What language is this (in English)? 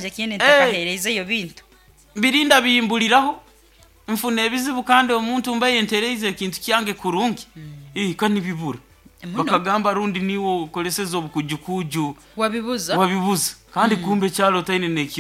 Nyankole